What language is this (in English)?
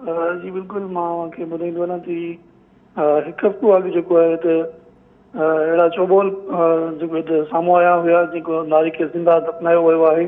Sindhi